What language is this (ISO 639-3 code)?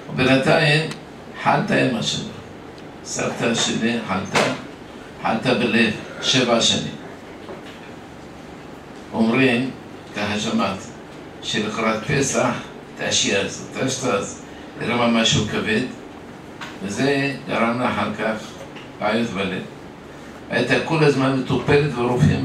heb